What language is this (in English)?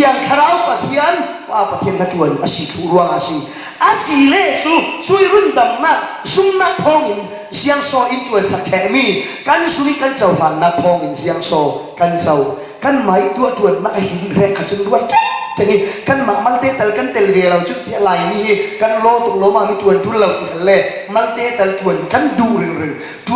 Falam Chin